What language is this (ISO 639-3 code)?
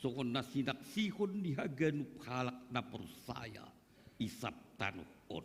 bts